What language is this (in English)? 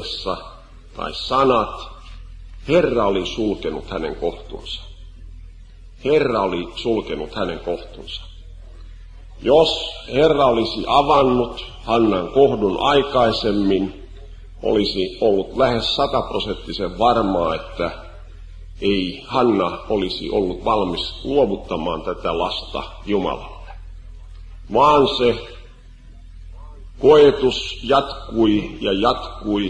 Finnish